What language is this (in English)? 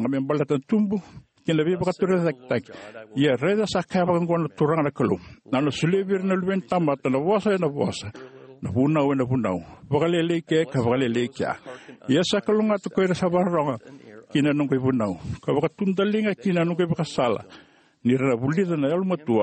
Fijian